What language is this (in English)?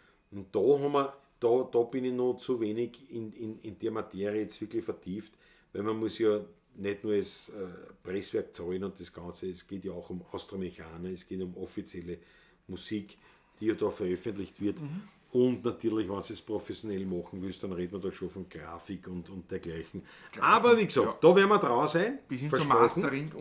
Bavarian